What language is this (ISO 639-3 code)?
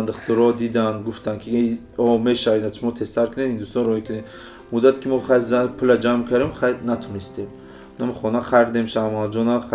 tgk